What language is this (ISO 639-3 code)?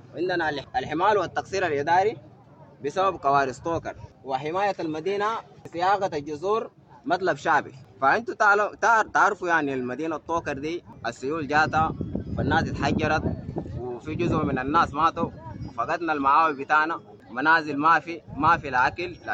apd